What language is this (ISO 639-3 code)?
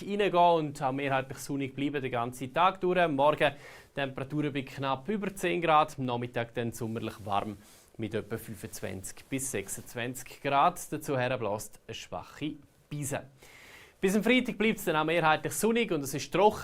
gsw